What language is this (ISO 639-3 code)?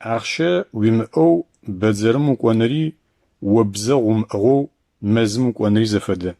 ady